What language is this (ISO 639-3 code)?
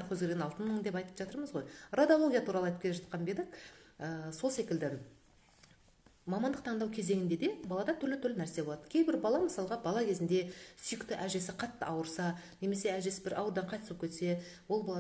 kaz